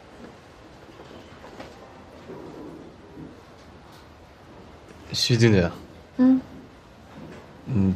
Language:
Chinese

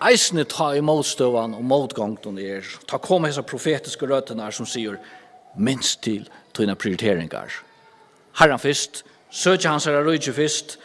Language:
Faroese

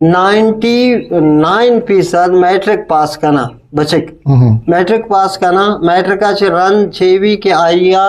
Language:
Eastern Balochi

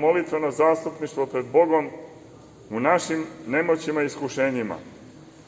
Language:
Serbian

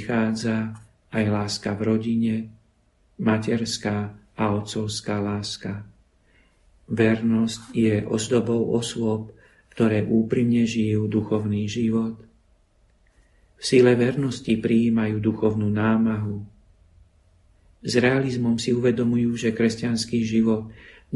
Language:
Slovak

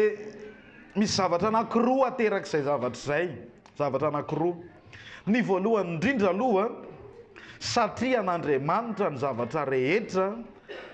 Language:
Malagasy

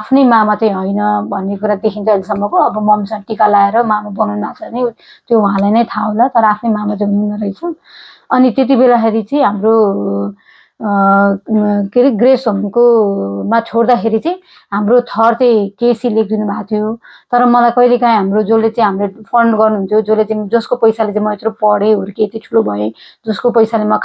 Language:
Nepali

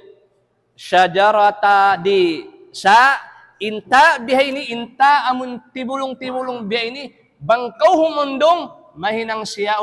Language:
Tausug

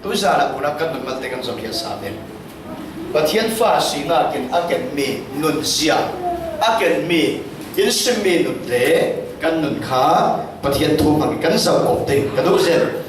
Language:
Falam Chin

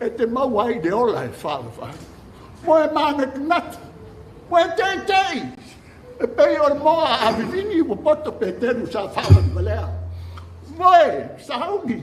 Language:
Samoan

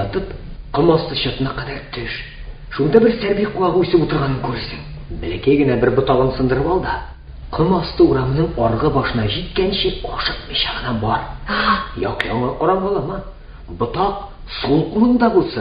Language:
Tatar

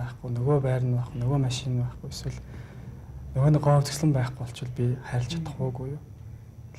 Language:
Mongolian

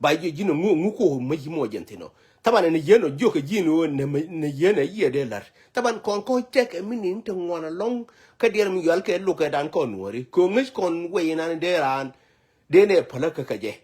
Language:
Nuer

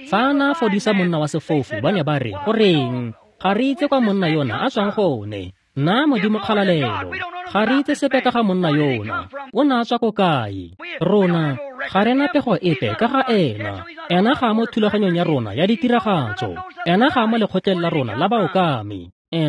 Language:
Tswana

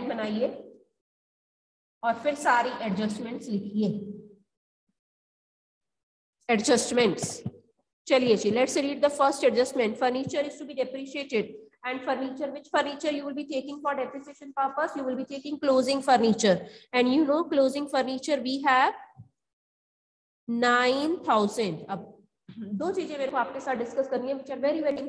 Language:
Hindi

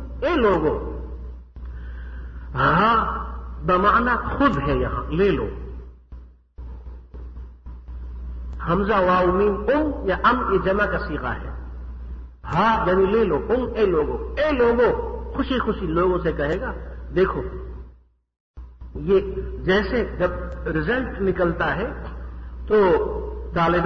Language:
Urdu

